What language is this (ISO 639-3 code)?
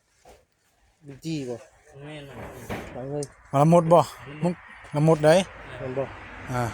tts